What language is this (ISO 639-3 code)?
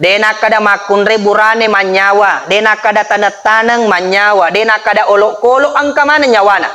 bug